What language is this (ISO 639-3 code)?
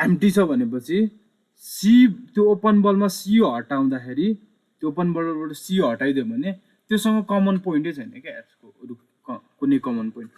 nep